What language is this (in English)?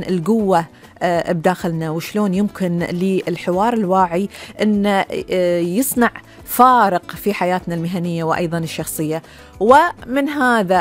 Gulf Arabic